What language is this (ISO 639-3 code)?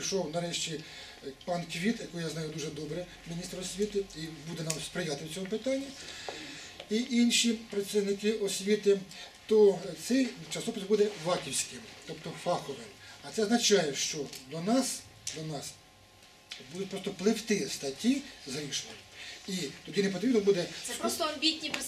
ukr